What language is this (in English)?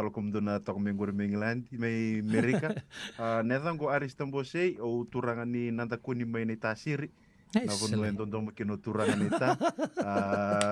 Fijian